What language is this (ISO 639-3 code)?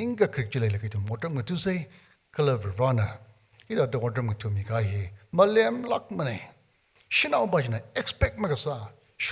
nmf